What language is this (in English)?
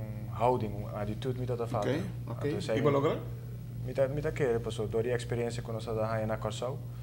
Papiamento